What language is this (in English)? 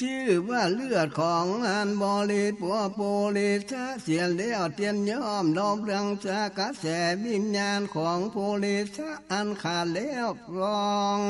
Northern Thai